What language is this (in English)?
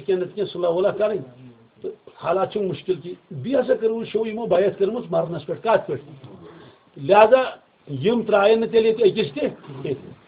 Kashmiri